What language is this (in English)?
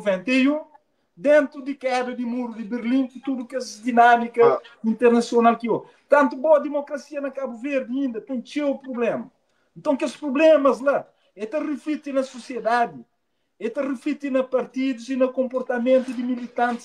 Kabuverdianu